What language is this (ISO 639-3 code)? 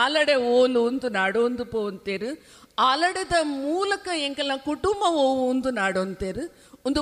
tcy